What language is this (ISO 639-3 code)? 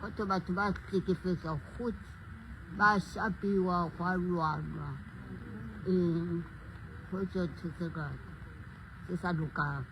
sot